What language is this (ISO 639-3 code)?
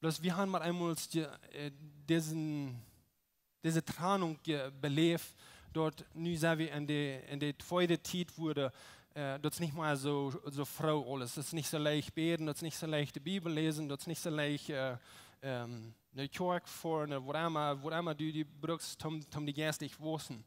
pdt